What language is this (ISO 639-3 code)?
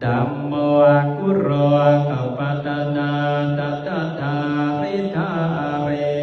pli